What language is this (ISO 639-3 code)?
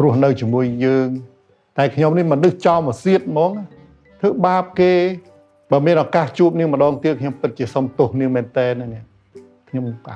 khm